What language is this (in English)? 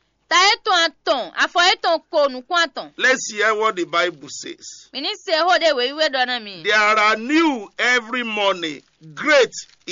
Fon